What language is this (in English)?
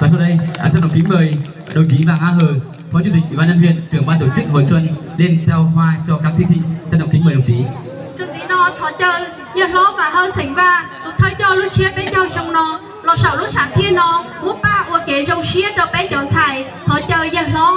Hmong